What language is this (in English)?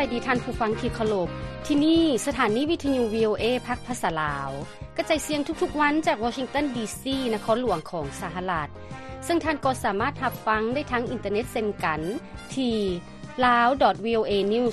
Lao